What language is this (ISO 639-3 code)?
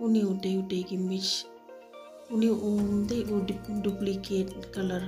kha